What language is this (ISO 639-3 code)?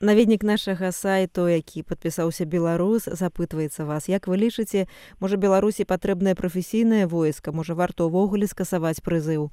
bel